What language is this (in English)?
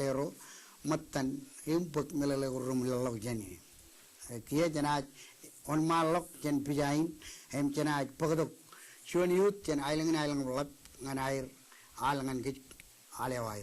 Marshallese